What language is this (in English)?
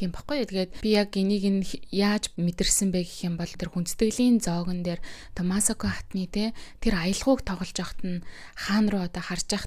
Mongolian